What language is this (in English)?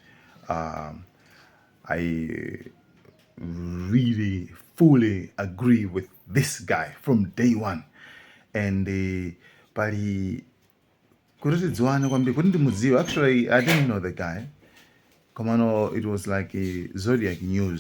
Nyanja